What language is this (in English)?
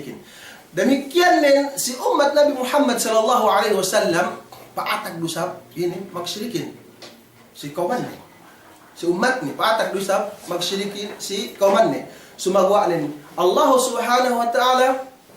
Yakan